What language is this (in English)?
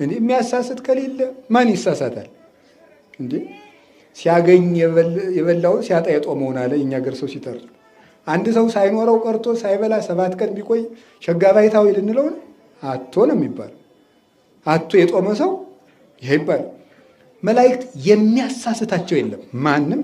Amharic